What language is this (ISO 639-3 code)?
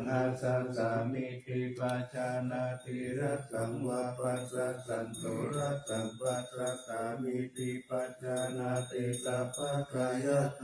pli